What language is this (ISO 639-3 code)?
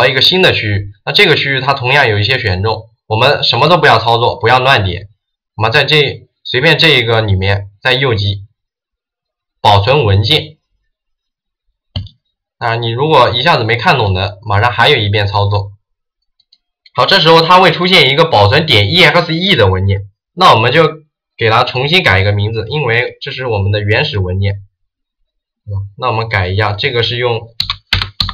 zho